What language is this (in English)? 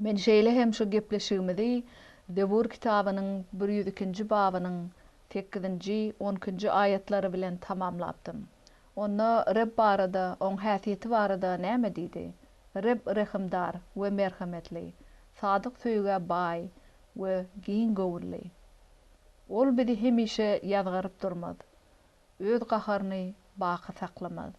Turkmen